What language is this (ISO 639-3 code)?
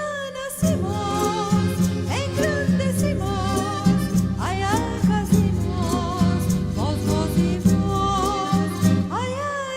lad